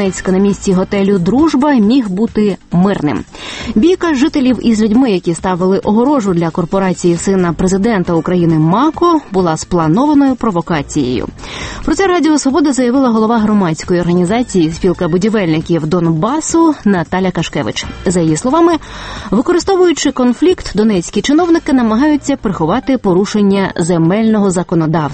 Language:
Ukrainian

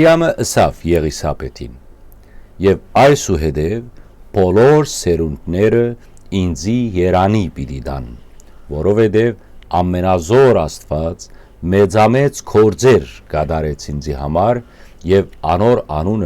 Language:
Western Armenian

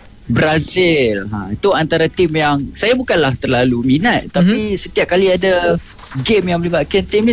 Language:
Malay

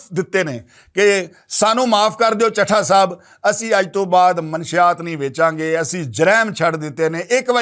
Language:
Western Panjabi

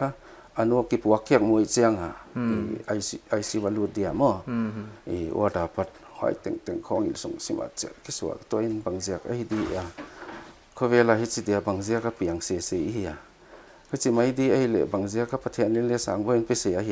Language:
Paite Chin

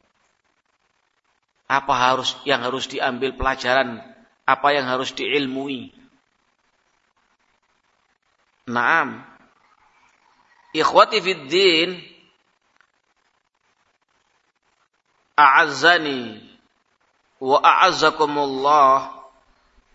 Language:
Indonesian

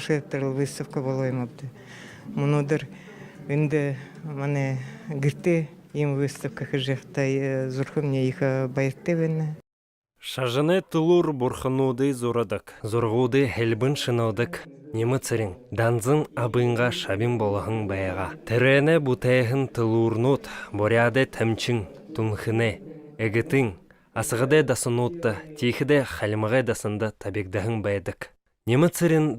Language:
Buriat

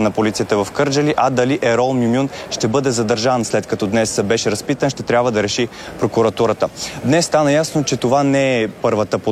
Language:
Bulgarian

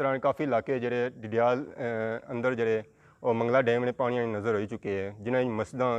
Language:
Pahari-Potwari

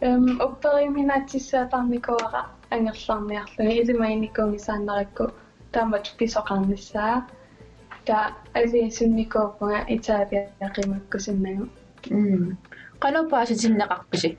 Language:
Kalaallisut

